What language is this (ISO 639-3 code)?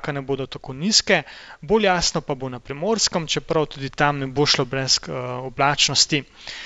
slv